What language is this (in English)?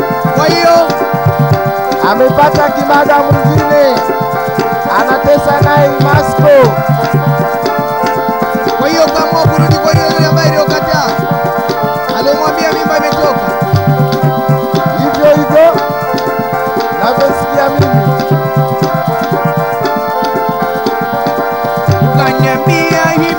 Swahili